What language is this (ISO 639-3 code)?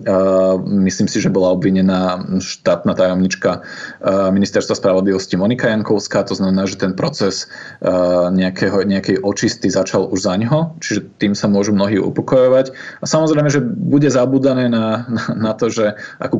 slk